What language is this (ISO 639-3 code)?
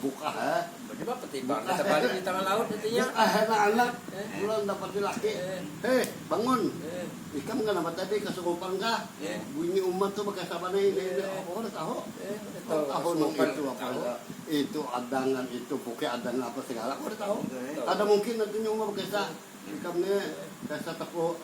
bjn